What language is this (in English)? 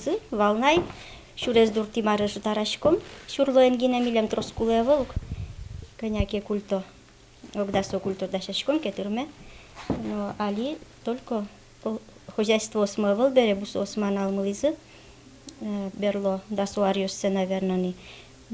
Udmurt